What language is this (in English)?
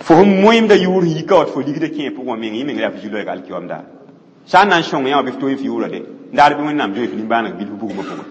Mossi